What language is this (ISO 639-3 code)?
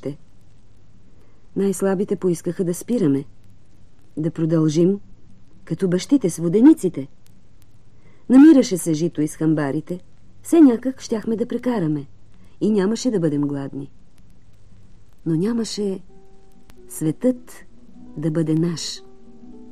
bul